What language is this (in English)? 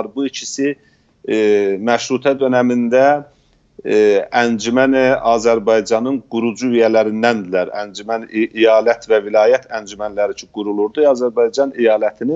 South Azerbaijani